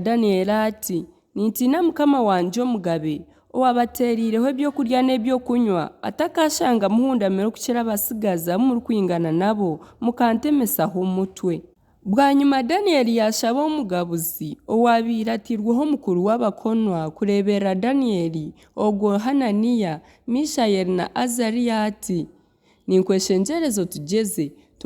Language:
Nyankole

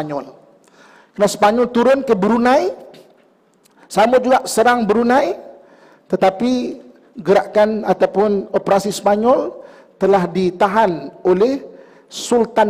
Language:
Malay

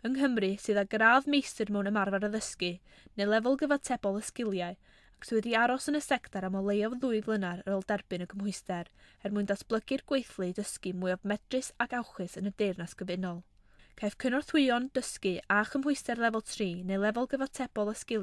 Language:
Welsh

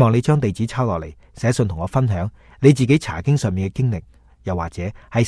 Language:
Cantonese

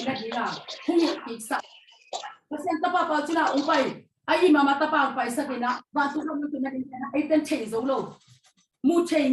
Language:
Tedim Chin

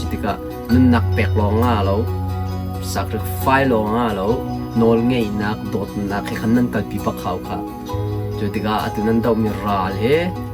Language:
Hakha Chin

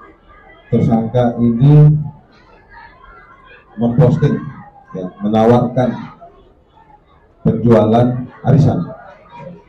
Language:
Indonesian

